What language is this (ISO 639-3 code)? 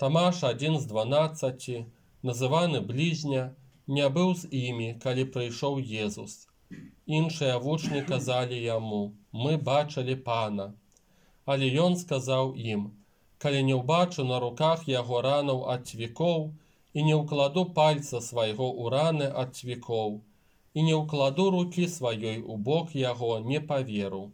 bel